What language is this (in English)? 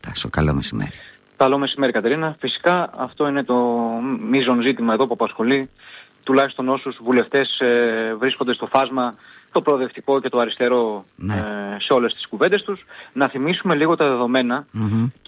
Greek